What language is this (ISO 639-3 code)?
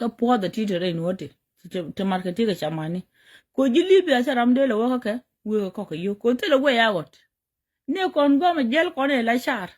nus